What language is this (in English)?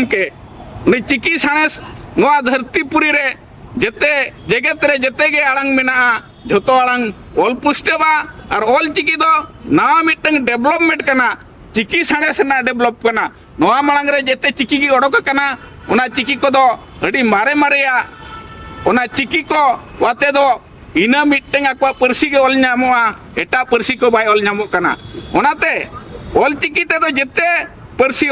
Santali